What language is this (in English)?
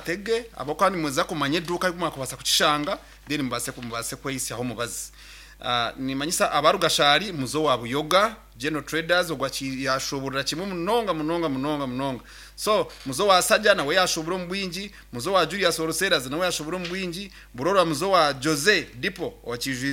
Nyankole